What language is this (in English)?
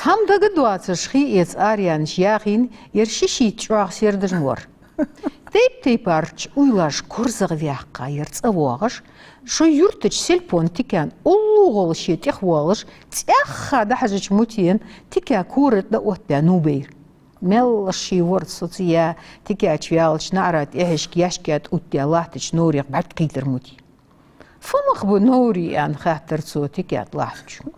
Ingush